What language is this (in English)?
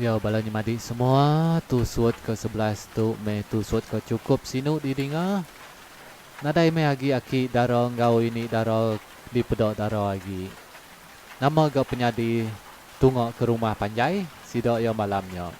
Iban